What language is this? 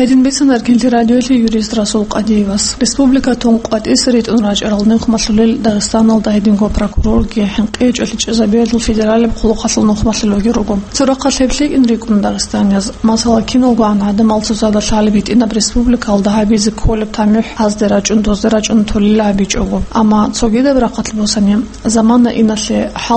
Avaric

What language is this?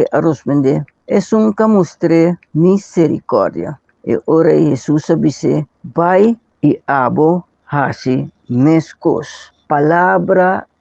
Papiamento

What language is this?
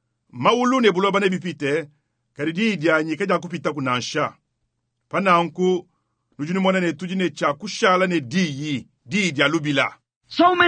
Luba-Lulua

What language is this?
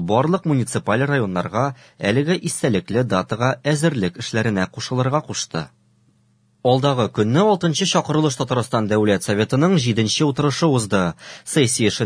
Tatar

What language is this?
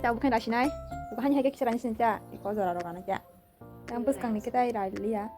Kok Borok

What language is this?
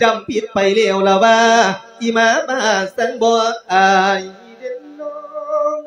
Lao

